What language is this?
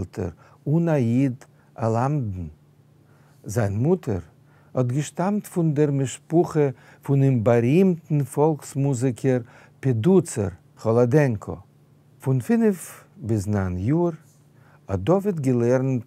Yiddish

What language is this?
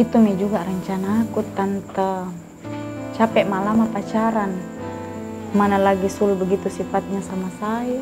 Makassar Malay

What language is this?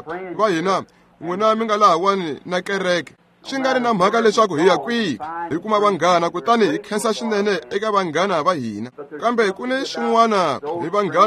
Tsonga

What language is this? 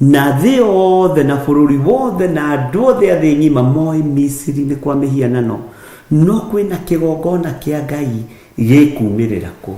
Kikuyu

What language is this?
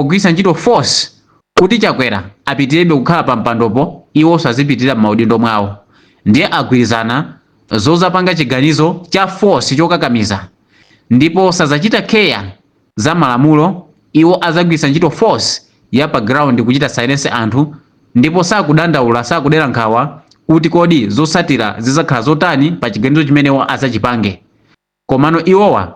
Nyanja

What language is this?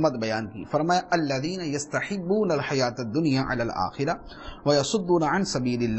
Urdu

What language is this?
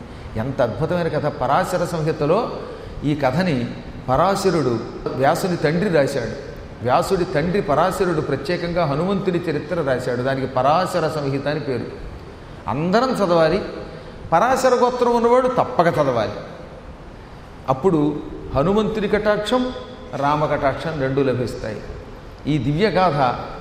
Telugu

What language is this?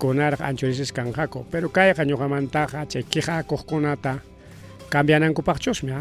Ayacucho Quechua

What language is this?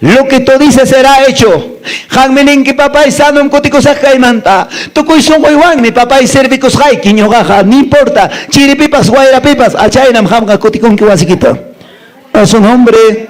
Quechua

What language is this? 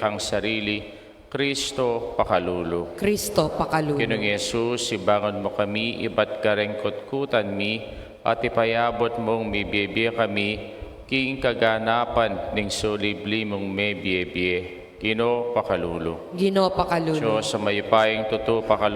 Pampanga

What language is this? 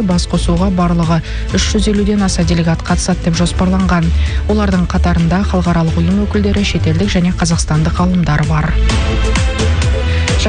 Kazakh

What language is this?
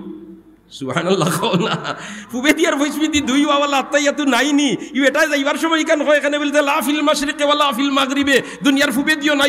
Sylheti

